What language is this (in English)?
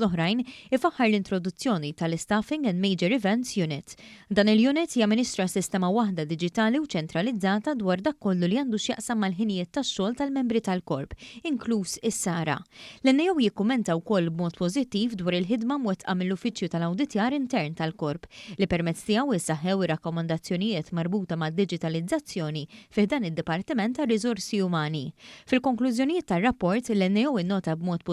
Maltese